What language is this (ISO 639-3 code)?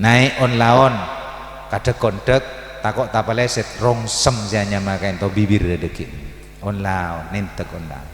mad